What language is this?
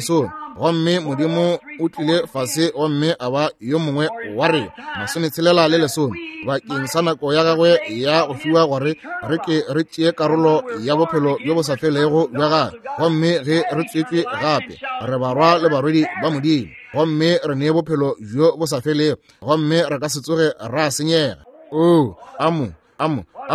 Northern Sotho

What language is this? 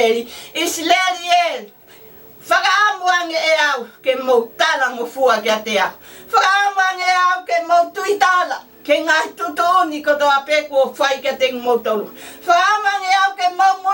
Tongan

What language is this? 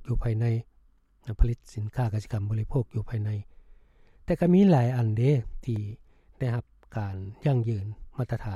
Lao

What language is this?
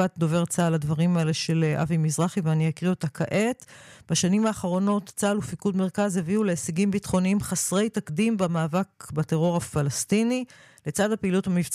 Hebrew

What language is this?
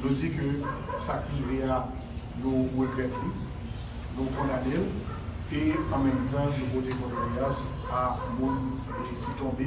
Haitian Creole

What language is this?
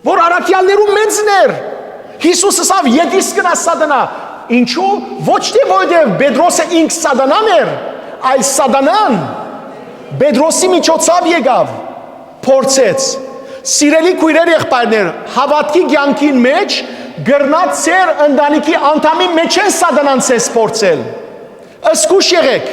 Western Armenian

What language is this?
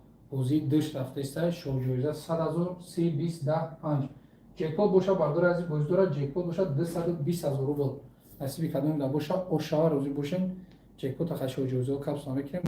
Tajik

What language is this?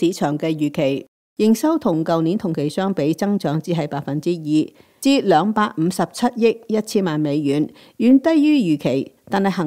Cantonese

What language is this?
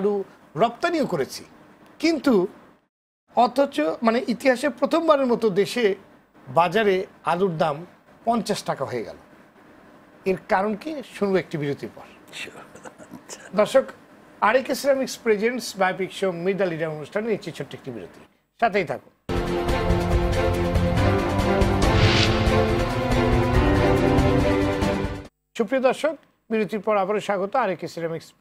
Bangla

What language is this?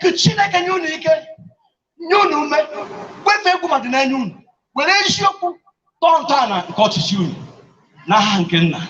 Igbo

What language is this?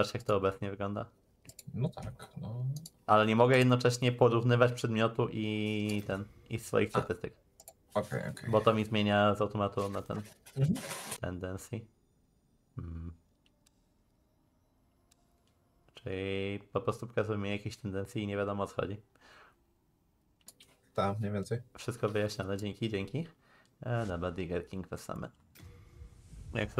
Polish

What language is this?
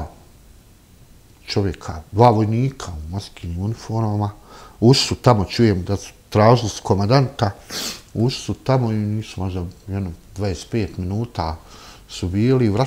Bosnian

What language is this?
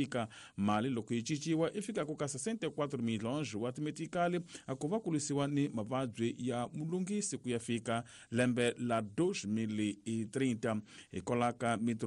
Tsonga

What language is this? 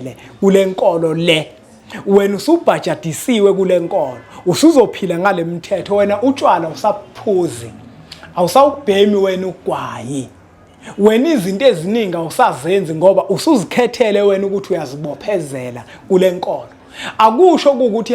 Zulu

